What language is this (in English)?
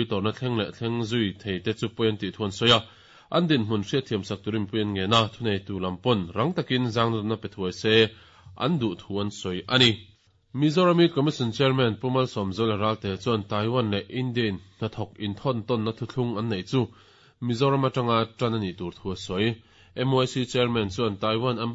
Mizo